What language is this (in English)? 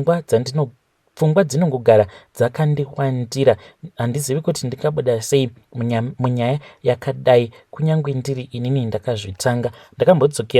Shona